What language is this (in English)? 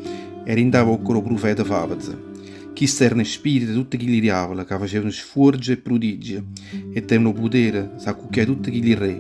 Neapolitan